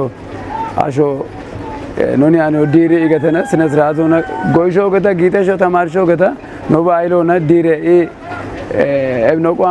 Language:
Kafa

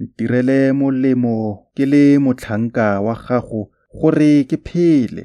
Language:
Tswana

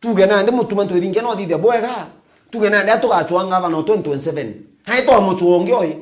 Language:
Meru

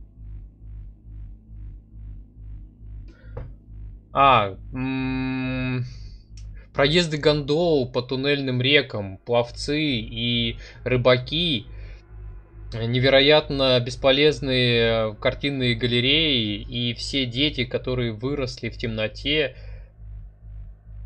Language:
Russian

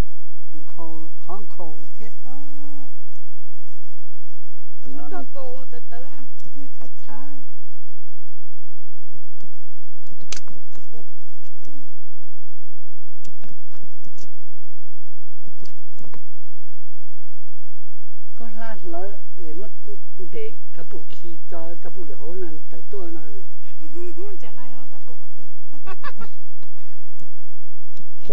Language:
Vietnamese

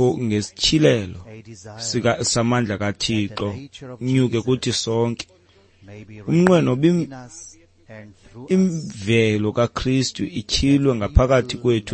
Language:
Xhosa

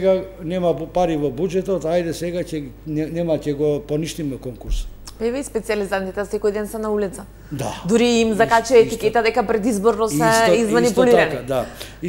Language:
Macedonian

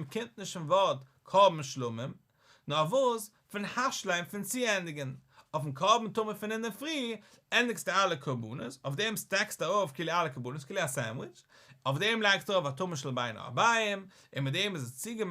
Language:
Yiddish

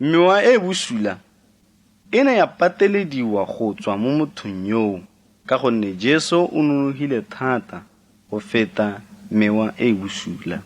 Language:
Tswana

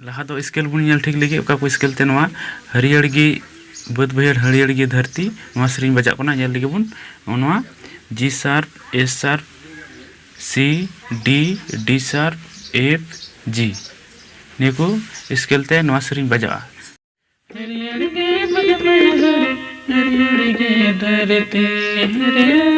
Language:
Santali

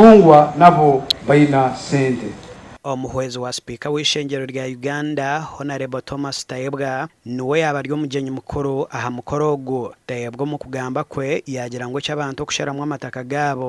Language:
Nyankole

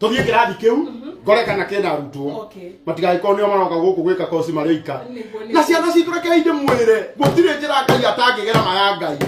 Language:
Kikuyu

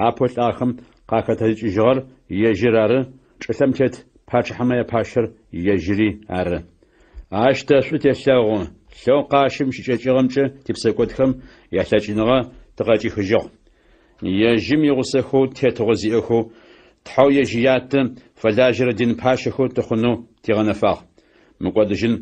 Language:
Adyghe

